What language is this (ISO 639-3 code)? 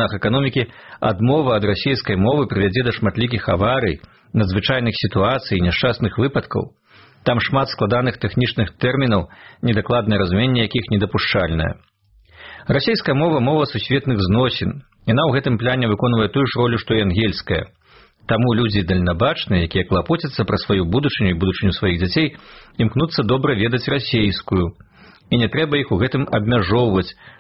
bel